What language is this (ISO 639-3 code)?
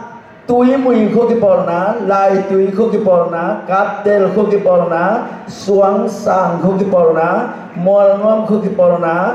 ctd